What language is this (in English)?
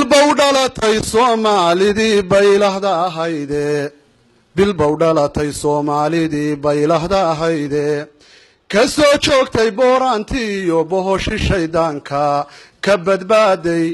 Somali